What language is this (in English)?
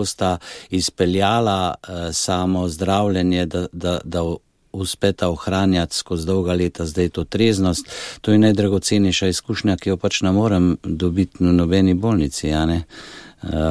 Slovenian